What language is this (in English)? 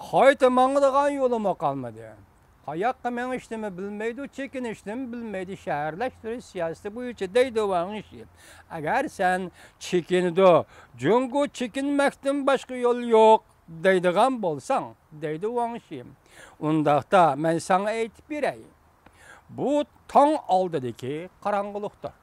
Uyghur